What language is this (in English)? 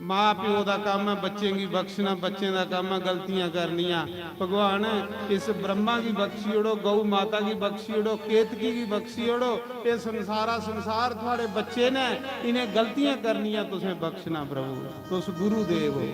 Dogri